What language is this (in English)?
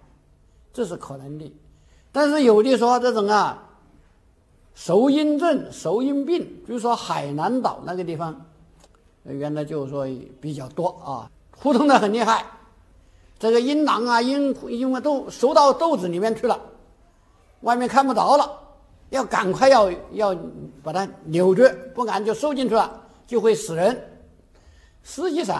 Chinese